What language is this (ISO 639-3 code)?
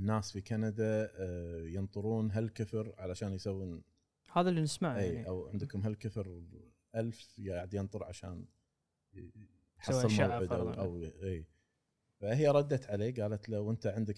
afb